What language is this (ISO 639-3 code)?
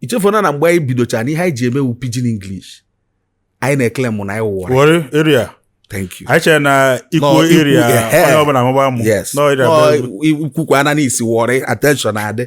ibo